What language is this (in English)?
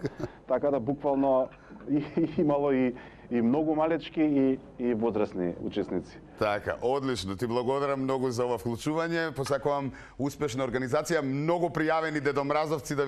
Macedonian